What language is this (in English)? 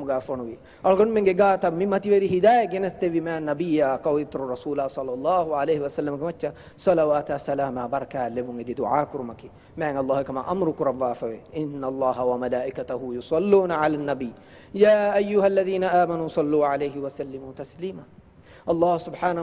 Divehi